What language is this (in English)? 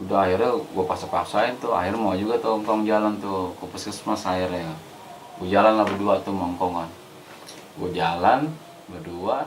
Betawi